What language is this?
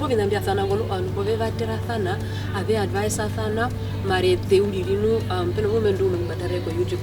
Herero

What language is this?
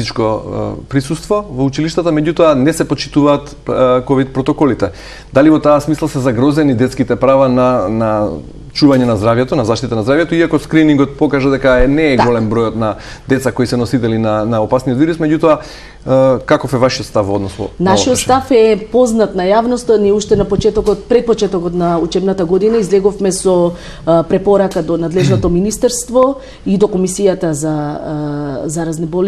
Macedonian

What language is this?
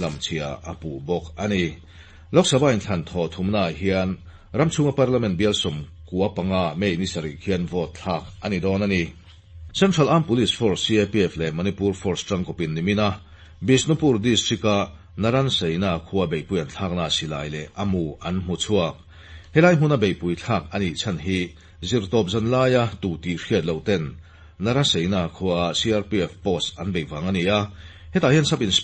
Mizo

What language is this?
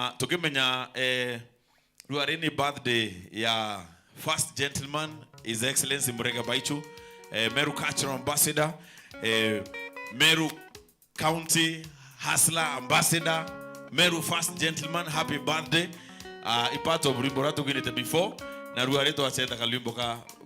Meru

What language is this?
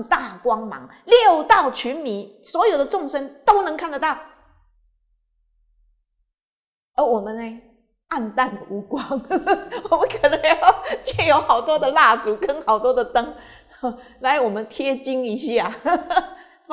Chinese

